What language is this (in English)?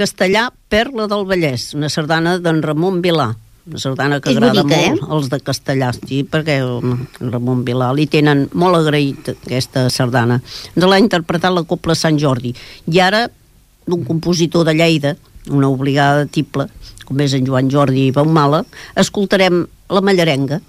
Catalan